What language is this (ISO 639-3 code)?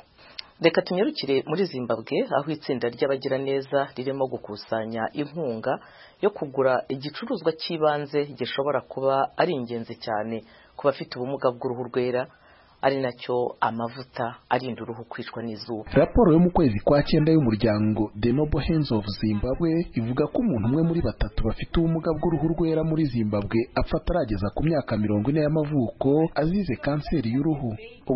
kin